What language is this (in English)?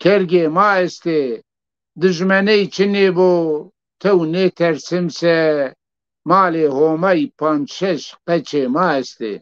Zaza